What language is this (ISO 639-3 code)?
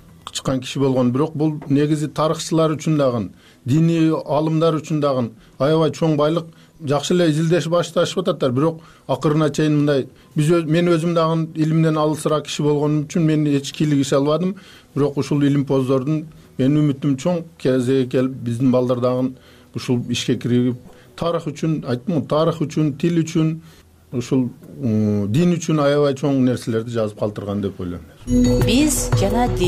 kir